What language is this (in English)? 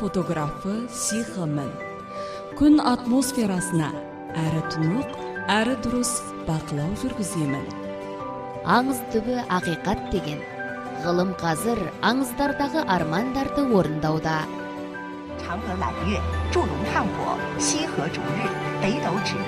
Kazakh